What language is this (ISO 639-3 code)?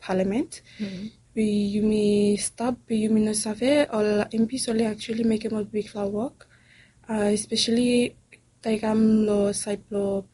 bis